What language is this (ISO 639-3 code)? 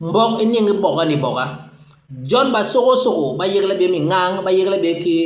bas